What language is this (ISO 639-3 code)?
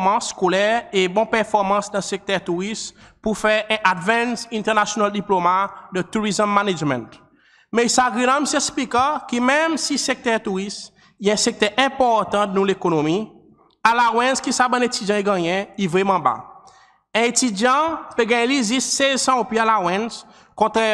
crs